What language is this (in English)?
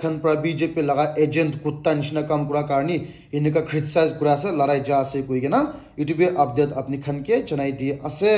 Naga Pidgin